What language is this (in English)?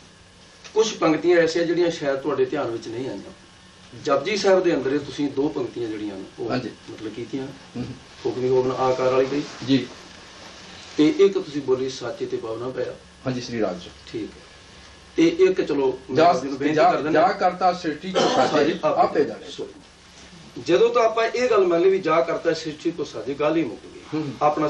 Punjabi